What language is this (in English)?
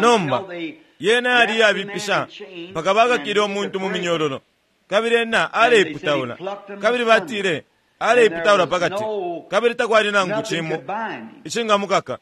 Bemba